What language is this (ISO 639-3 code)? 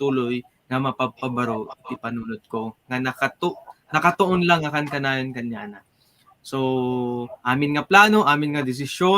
ilo